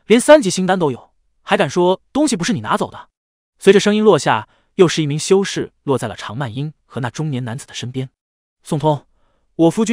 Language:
Chinese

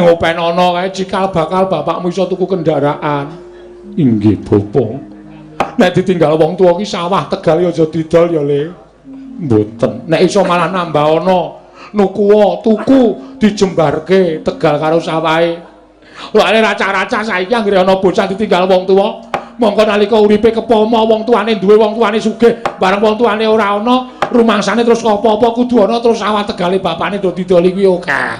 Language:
Javanese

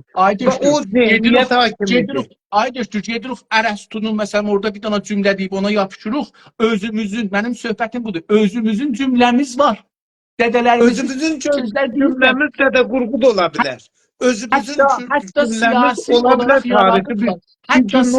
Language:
South Azerbaijani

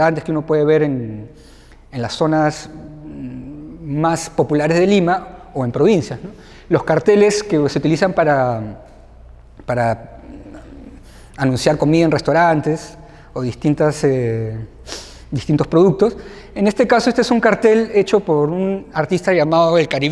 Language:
Spanish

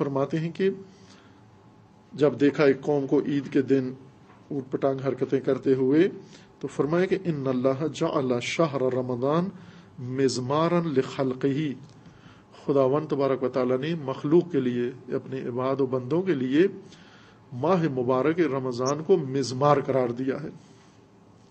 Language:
Urdu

